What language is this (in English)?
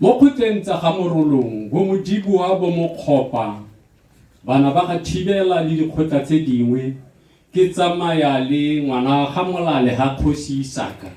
Tswana